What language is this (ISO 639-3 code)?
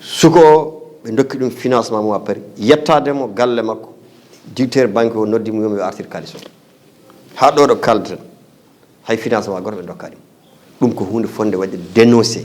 ful